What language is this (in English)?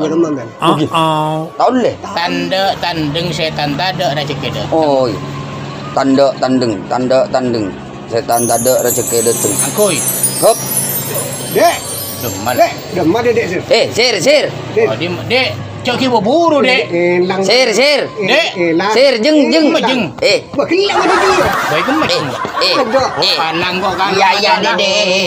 Madurese